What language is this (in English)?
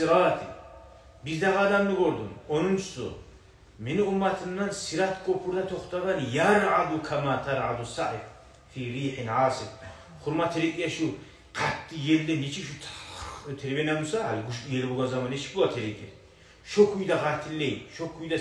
Kumyk